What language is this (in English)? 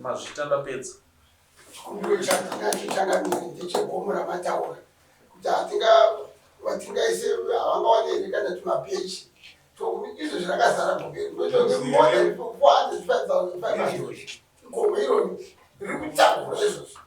Shona